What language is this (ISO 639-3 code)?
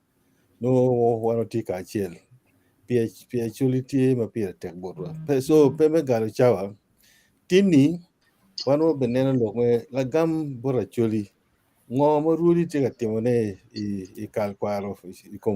ach